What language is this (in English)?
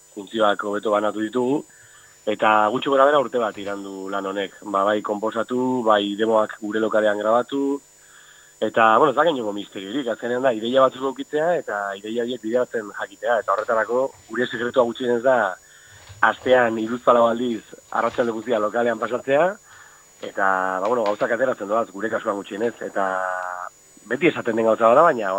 Basque